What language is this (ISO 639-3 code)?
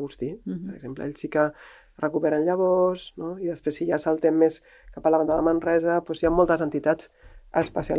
cat